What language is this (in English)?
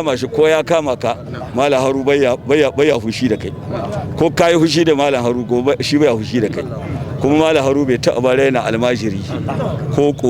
Hausa